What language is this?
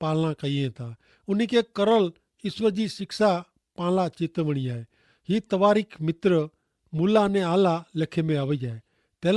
Kachhi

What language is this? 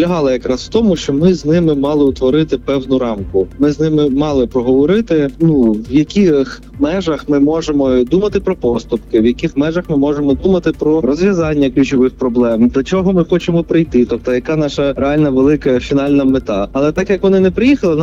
Ukrainian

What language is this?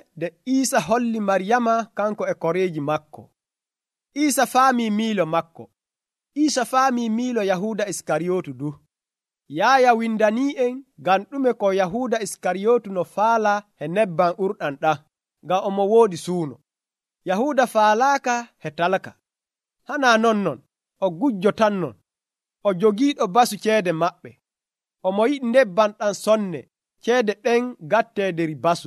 Nigerian Fulfulde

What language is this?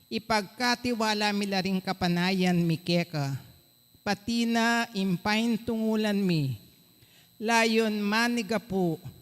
Pampanga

